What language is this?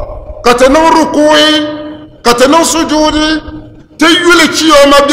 Dagbani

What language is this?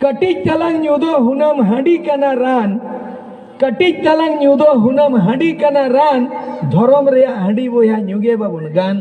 Santali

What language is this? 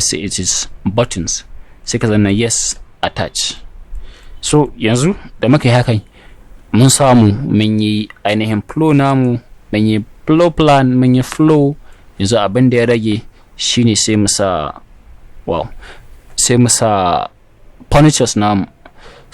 Hausa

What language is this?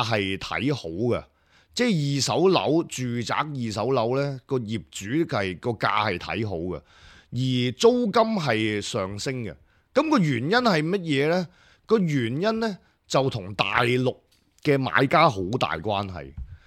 Cantonese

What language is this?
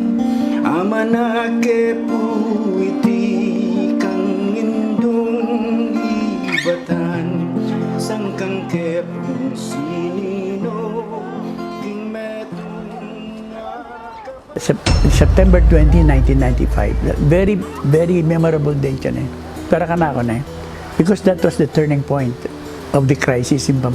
Pampanga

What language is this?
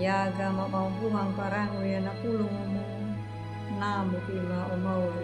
Anakalangu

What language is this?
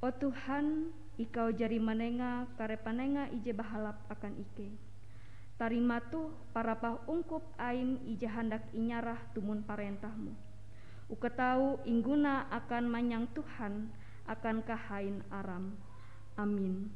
Ngaju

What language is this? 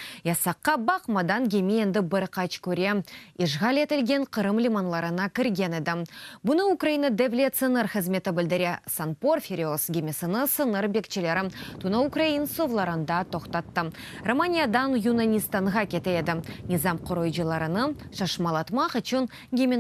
Crimean Tatar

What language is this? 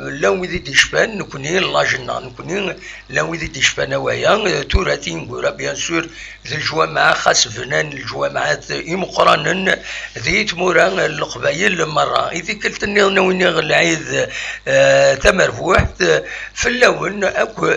Kabyle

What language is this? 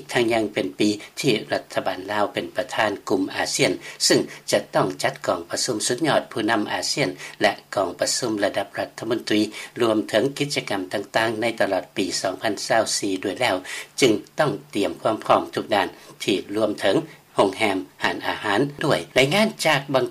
Lao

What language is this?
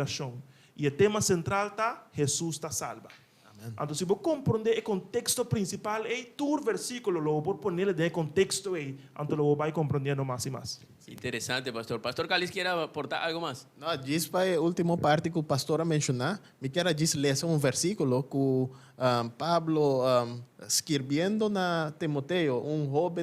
Papiamento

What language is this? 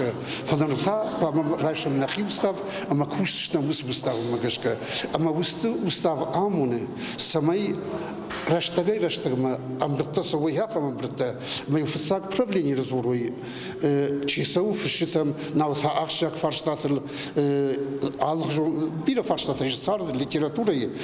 Ossetic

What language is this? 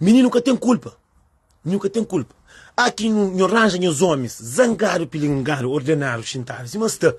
Kabuverdianu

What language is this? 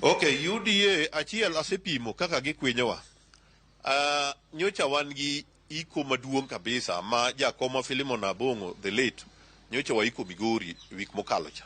Luo (Kenya and Tanzania)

